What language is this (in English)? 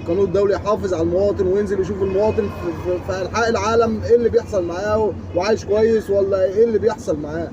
Egyptian Arabic